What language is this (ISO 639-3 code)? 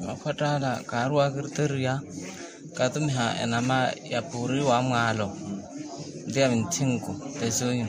vmw